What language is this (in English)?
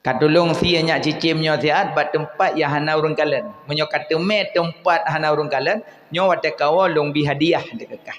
Achinese